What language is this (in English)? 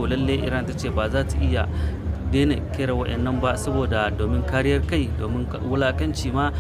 Hausa